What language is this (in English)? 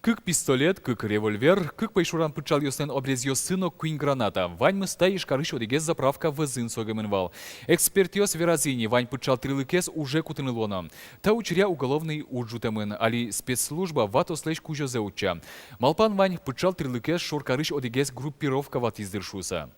Udmurt